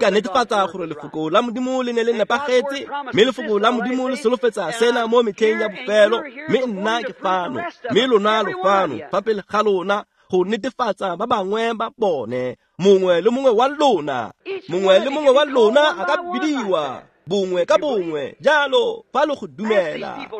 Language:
Tswana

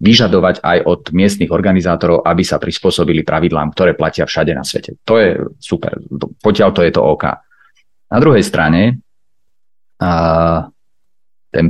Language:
Slovak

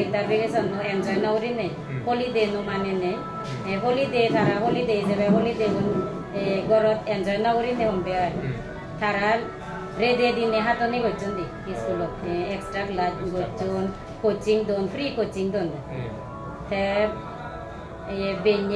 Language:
Chakma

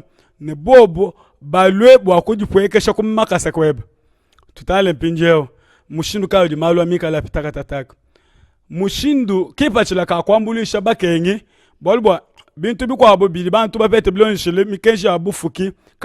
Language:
Luba-Lulua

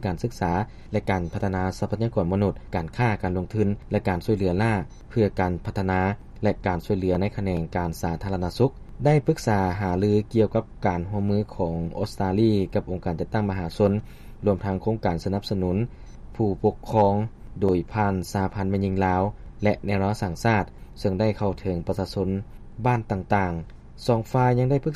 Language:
Lao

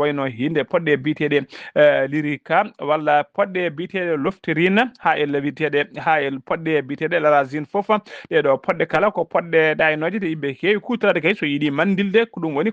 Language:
Fula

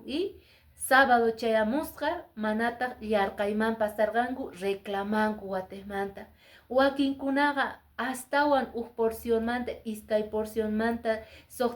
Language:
Quechua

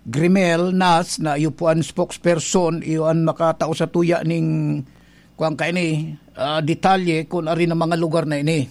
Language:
Bikol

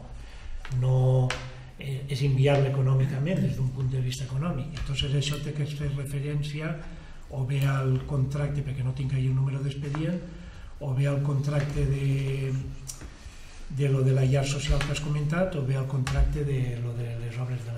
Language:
Catalan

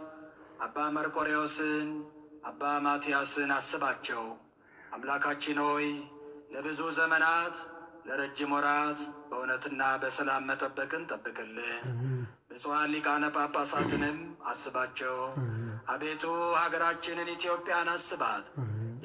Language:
Amharic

